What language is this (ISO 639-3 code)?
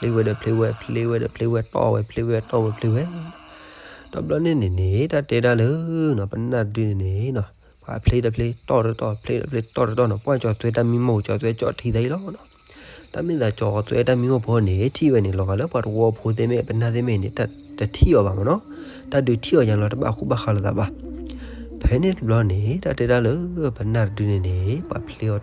ksw